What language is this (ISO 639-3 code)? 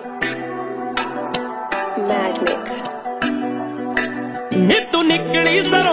pan